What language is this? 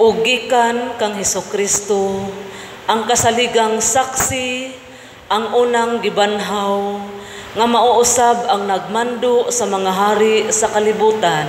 Cebuano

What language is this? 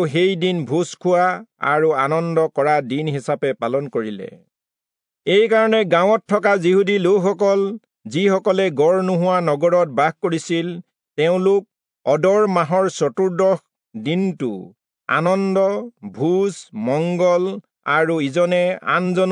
Assamese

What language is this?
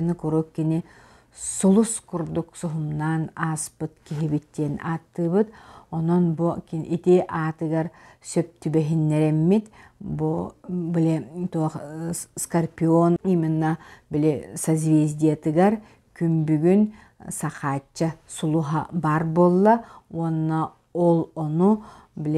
Yakut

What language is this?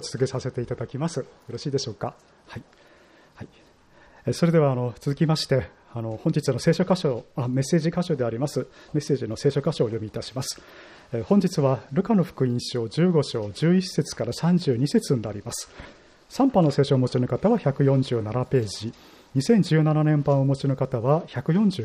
Japanese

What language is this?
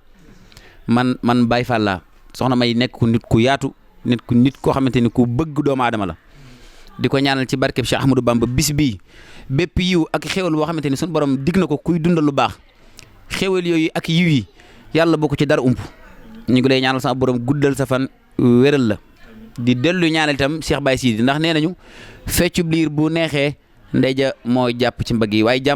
Wolof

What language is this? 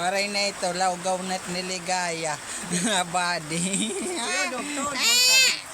Waray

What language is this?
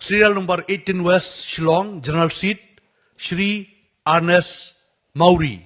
Khasi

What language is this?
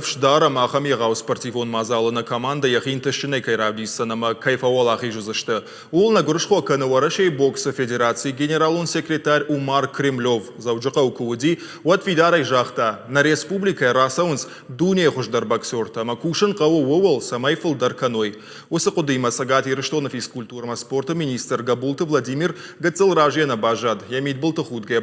Ossetic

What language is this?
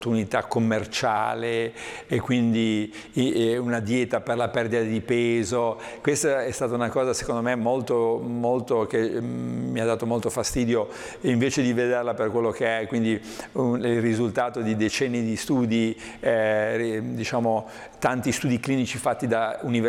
Italian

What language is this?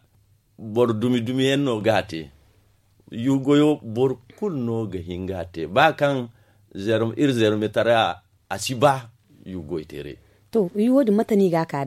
Zarma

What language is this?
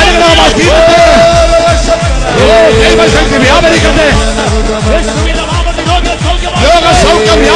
Malayalam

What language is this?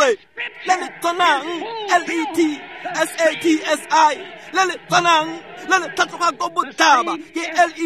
Tswana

